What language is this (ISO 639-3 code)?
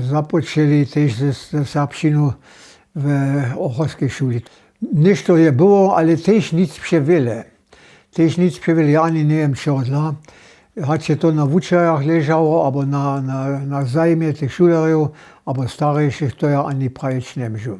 hsb